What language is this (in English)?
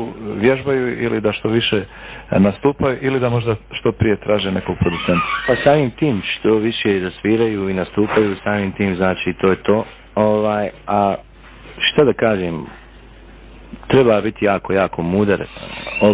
Bosnian